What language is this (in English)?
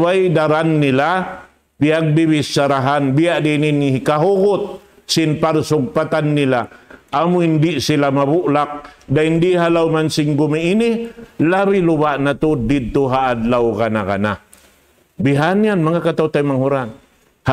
Tausug